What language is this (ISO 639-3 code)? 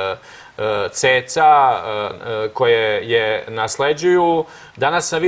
srp